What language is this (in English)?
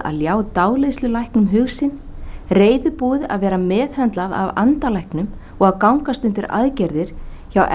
Icelandic